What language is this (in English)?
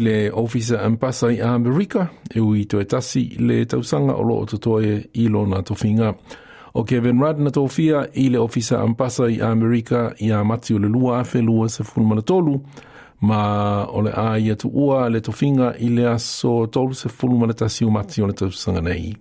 Samoan